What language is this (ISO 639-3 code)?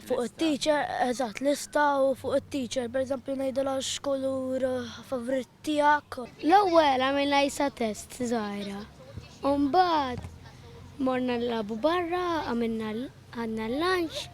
mlt